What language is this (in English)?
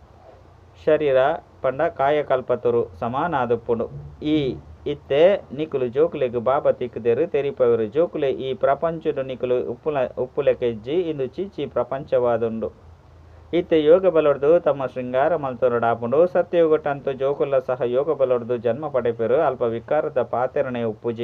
Tulu